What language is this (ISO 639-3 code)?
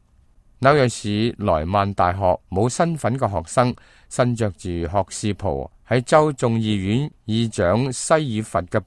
yue